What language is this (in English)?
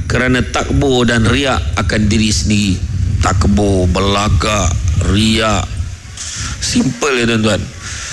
Malay